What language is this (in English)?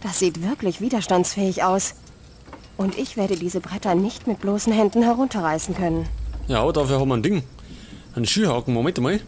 Bavarian